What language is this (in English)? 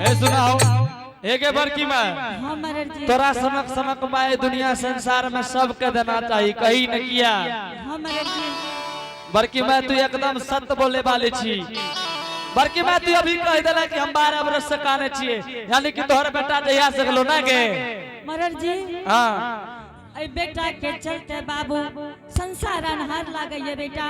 Angika